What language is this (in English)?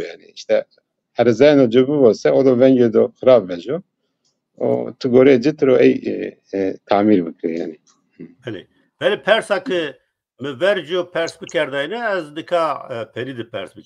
Zaza